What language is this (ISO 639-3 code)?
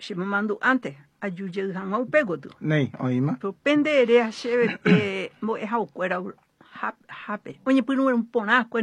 grn